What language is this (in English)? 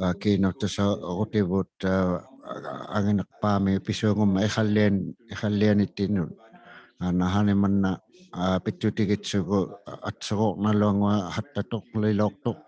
Inuktitut